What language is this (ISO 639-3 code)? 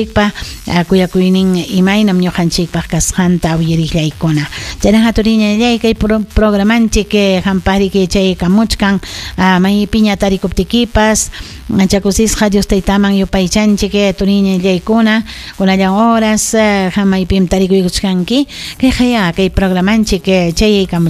quy